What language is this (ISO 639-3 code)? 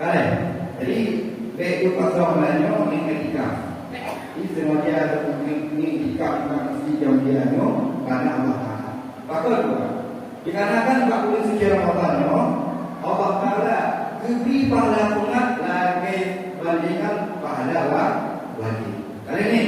ace